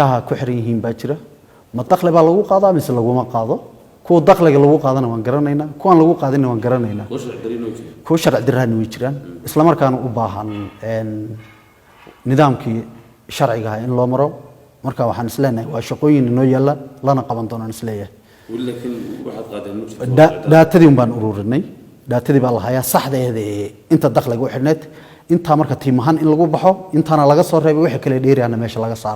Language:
Somali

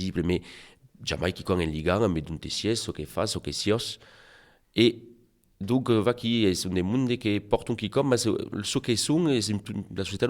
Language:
Occitan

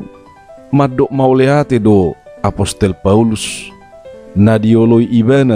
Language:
Batak Toba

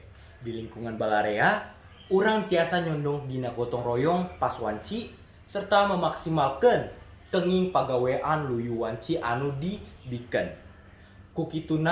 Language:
Sundanese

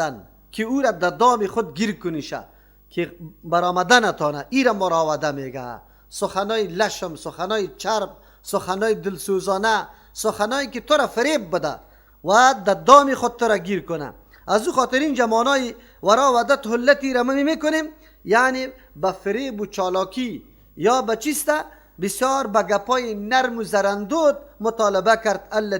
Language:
Persian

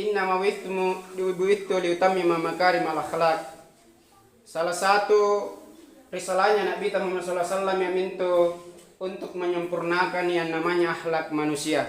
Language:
Makasar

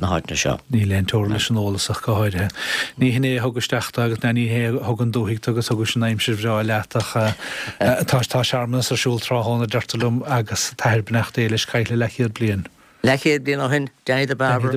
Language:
Irish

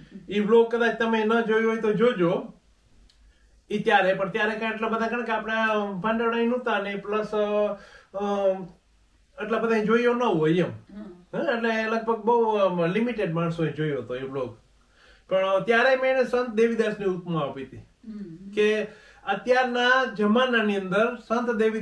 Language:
Gujarati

